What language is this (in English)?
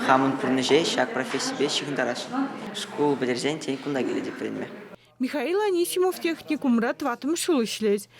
Chuvash